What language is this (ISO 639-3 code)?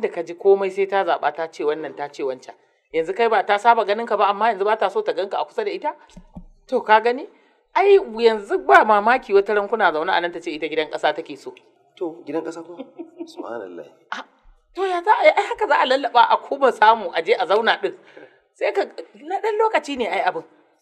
hau